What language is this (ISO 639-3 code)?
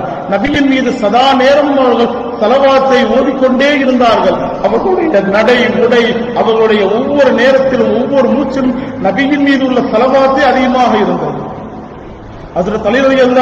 tam